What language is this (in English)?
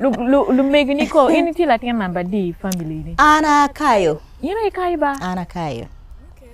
Acoli